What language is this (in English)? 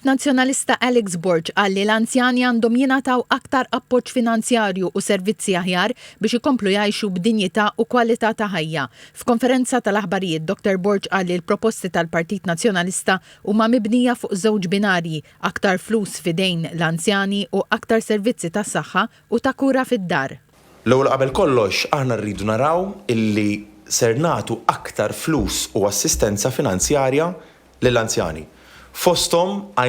Maltese